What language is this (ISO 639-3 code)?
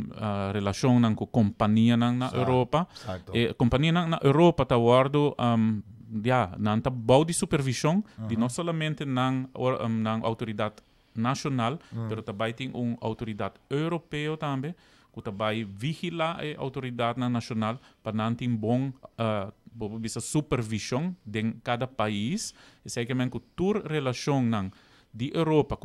pap